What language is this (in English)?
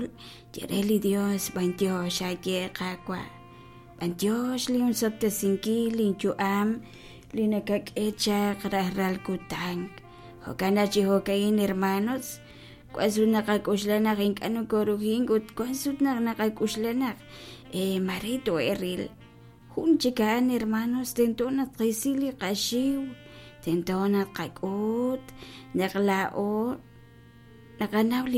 Kekchí